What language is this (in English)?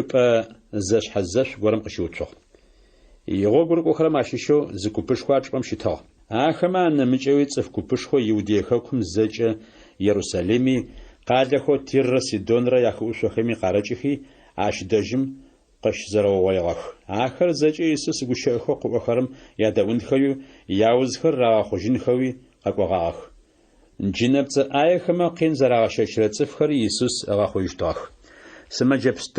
Adyghe